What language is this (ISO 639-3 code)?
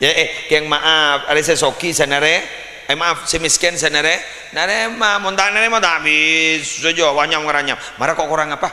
mad